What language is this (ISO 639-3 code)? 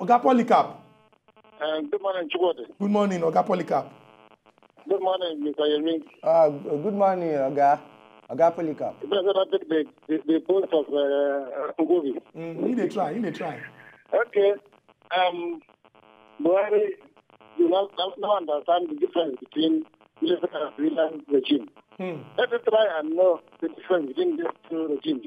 pcm